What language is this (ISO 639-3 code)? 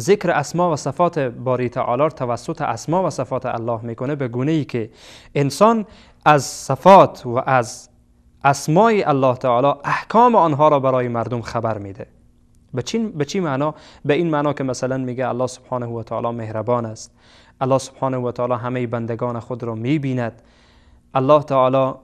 fas